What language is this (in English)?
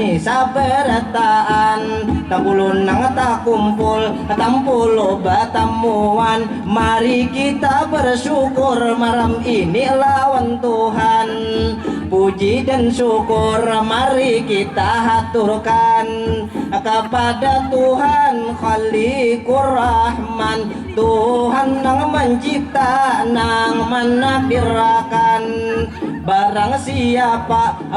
Banjar